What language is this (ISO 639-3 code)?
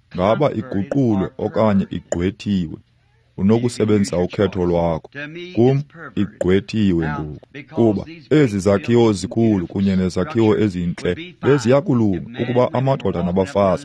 xho